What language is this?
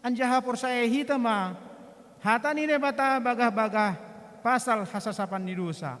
Batak Simalungun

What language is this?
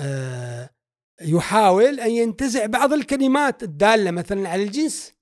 Gulf Arabic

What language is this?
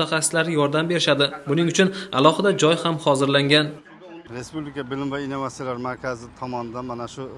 Uzbek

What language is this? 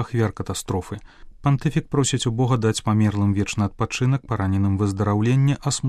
Belarusian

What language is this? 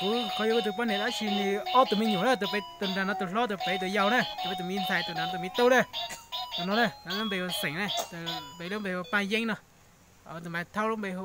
Hmong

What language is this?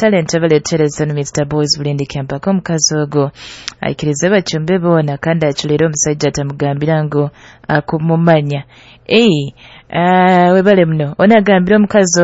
Nyoro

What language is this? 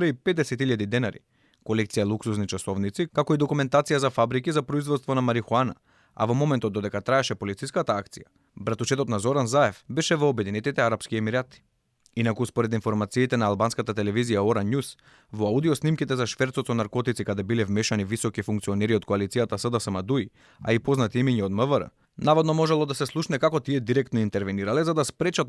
Macedonian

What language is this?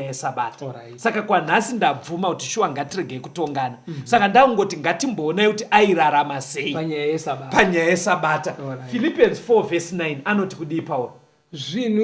Shona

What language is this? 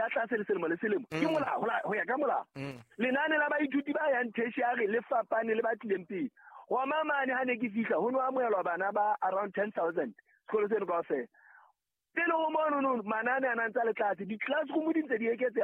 Southern Sotho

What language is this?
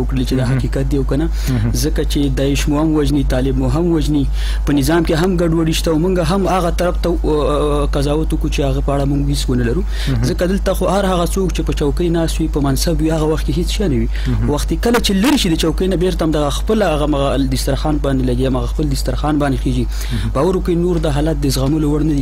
Pashto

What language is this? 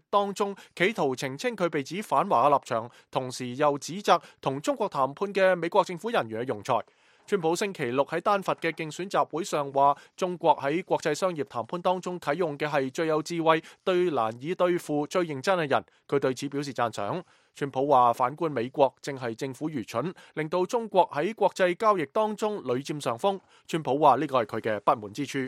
Cantonese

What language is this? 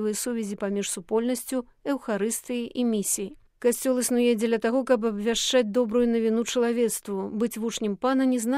Belarusian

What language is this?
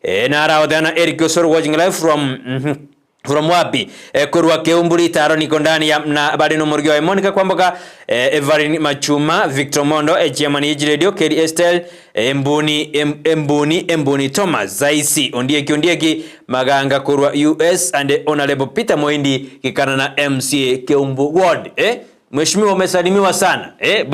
Gusii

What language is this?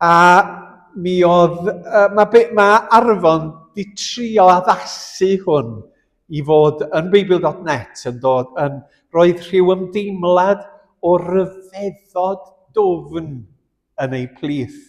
Welsh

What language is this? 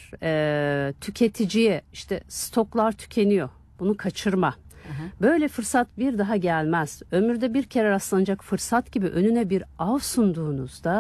Turkish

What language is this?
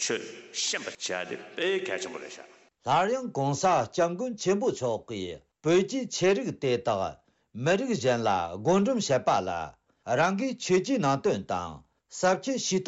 Tibetan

